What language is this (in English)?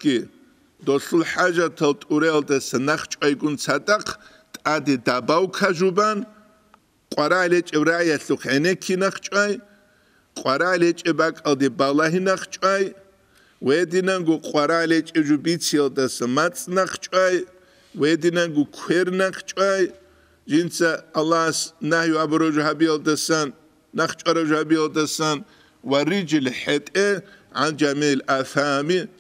Avaric